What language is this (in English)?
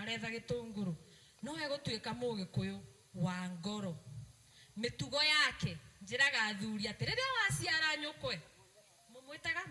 Kikuyu